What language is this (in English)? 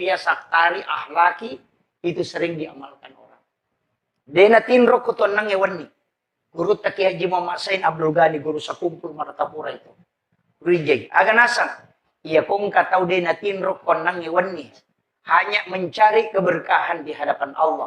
Buginese